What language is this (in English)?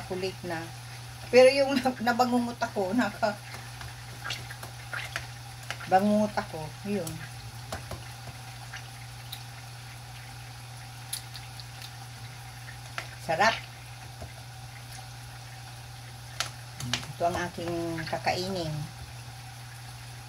Filipino